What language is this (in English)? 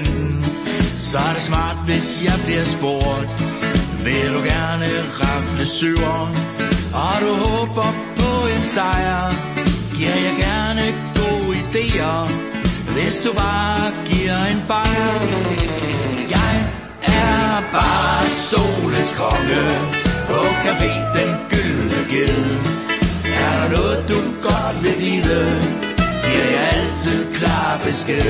Danish